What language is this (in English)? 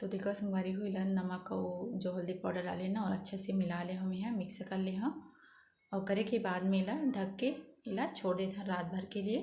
Chhattisgarhi